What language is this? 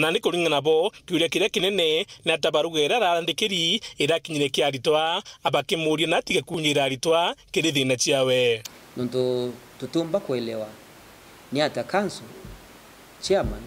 Meru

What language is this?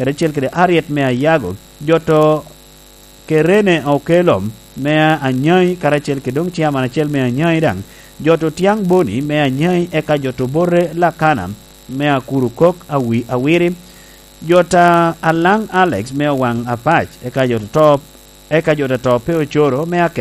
Lango (Uganda)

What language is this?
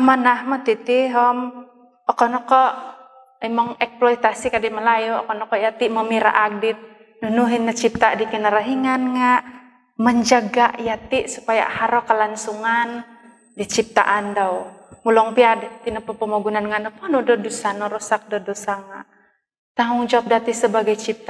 Central Dusun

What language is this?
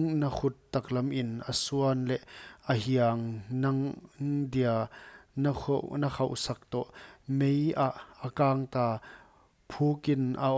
Paite Chin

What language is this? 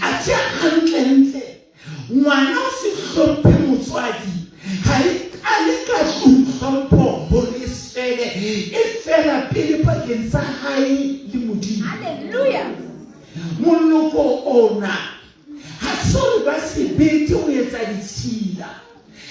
Southern Sotho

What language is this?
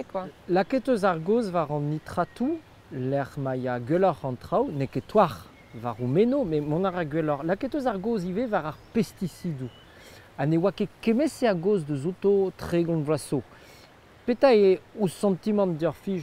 Breton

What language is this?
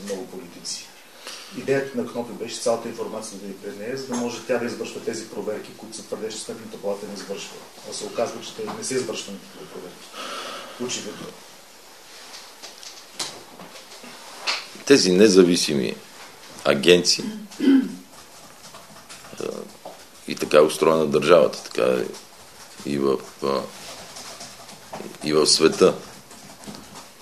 Bulgarian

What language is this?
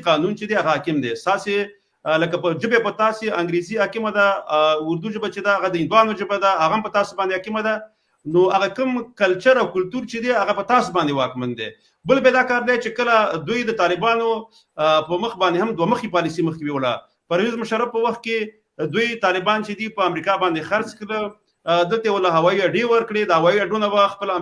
Pashto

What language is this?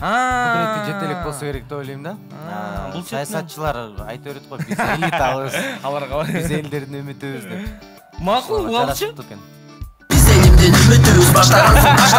Kyrgyz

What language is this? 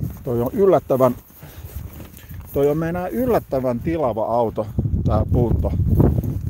Finnish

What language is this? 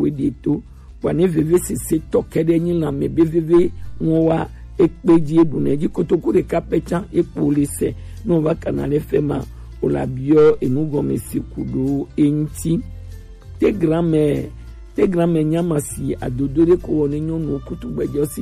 Gen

